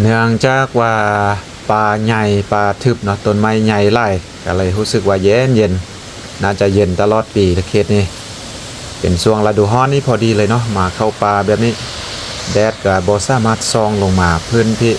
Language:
Lao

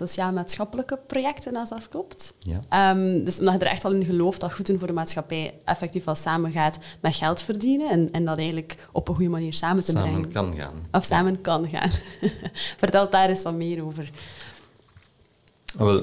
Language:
Dutch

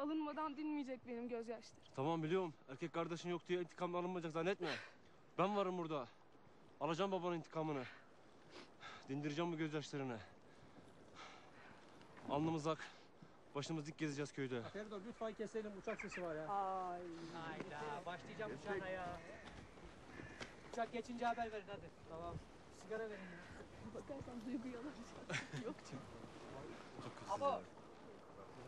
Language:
Turkish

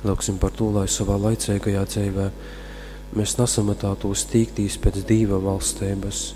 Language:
Latgalian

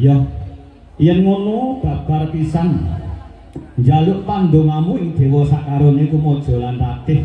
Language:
Javanese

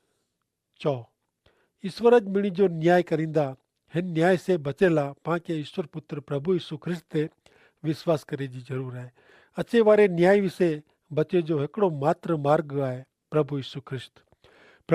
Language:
Kachhi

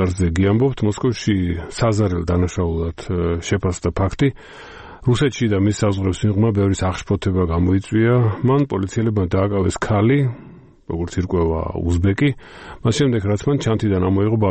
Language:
Georgian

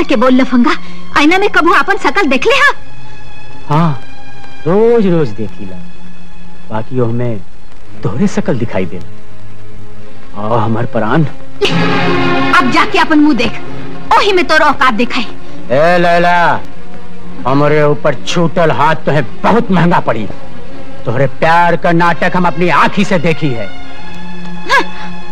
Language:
Bhojpuri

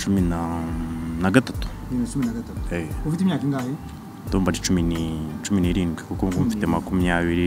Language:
Kinyarwanda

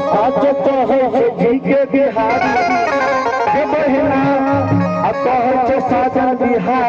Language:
Maithili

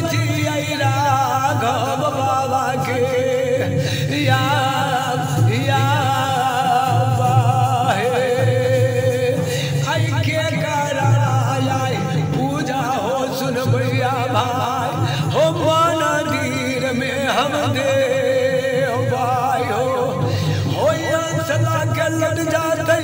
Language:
Bhojpuri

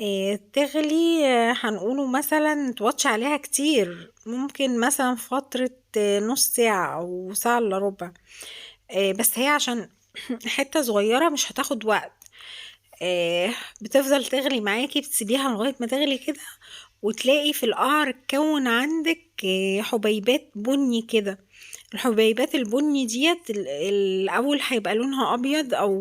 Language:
Egyptian Arabic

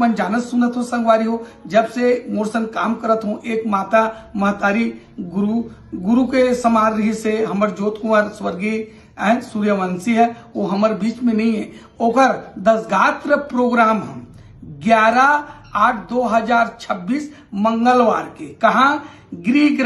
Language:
Chhattisgarhi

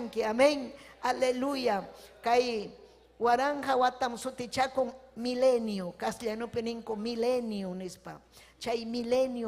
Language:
Ayacucho Quechua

